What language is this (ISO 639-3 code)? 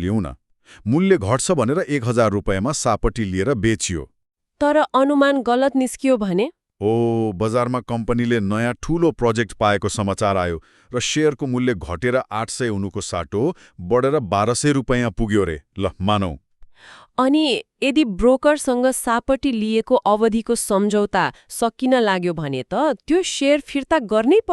nep